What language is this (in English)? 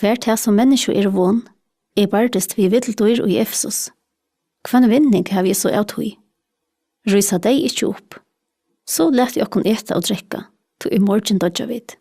Faroese